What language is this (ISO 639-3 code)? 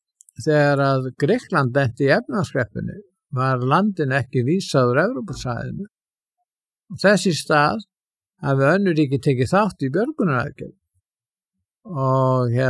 isl